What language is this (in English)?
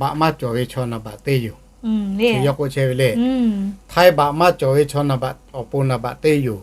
Lahu